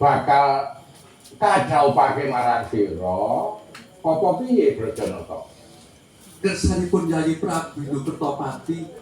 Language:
Javanese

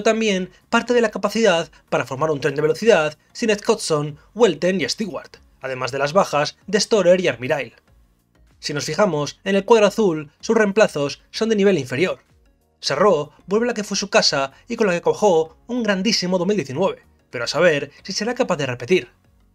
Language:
Spanish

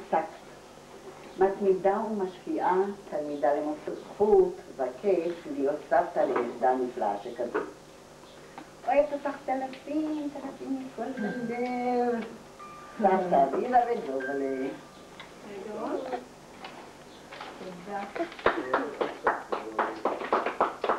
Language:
Hebrew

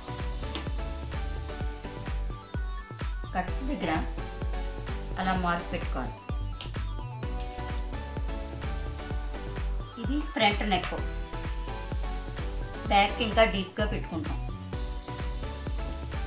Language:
Telugu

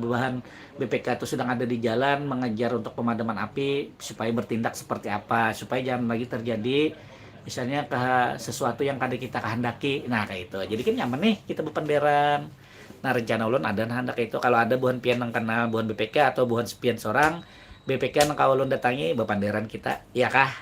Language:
Banjar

